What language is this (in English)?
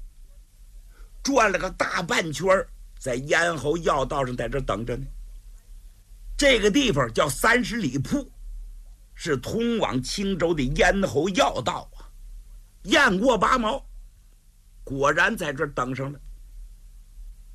Chinese